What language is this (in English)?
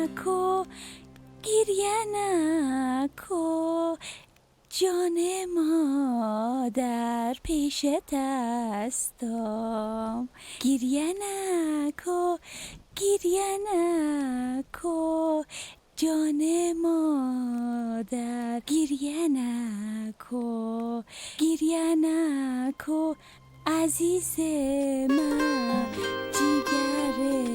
Persian